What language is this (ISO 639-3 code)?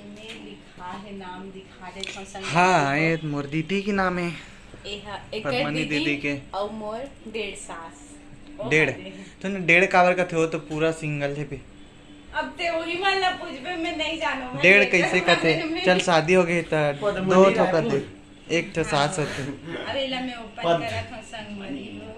hne